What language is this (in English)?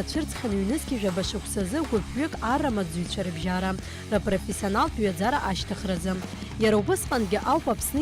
Abkhazian